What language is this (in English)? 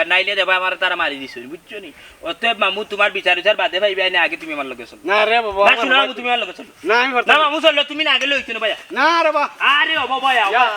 Sylheti